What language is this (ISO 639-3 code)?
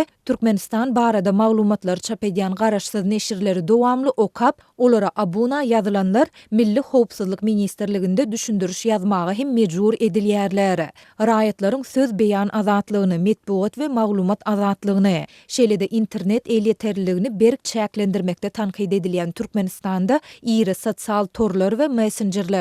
tuk